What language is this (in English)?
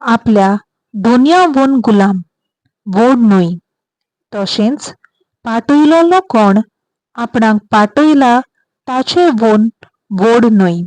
Konkani